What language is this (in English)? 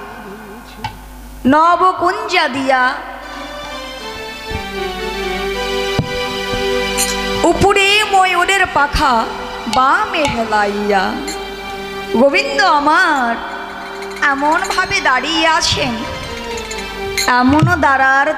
Bangla